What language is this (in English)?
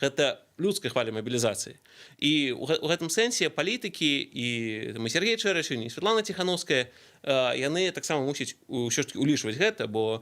Belarusian